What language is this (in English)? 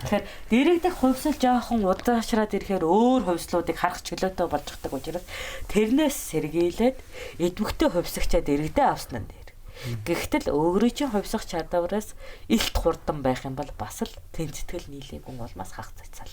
Mongolian